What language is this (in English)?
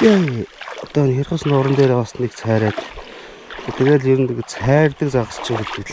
Mongolian